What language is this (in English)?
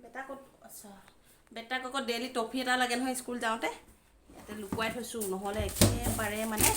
Assamese